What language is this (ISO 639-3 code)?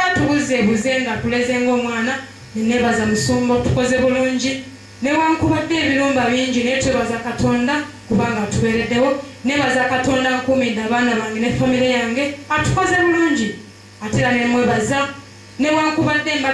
lug